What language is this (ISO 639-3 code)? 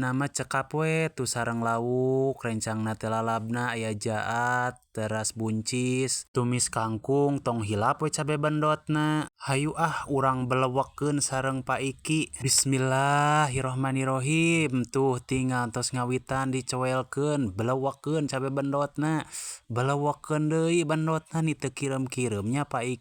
sun